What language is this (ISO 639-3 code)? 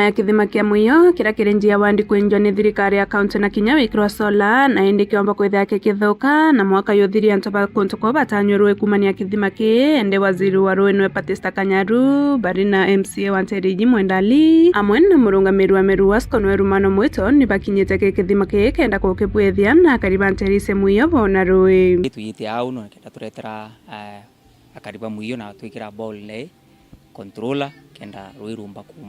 mer